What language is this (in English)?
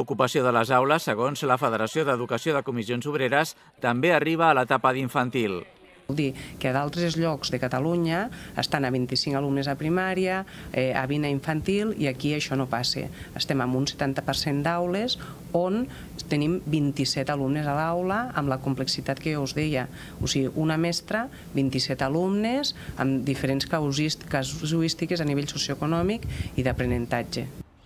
Catalan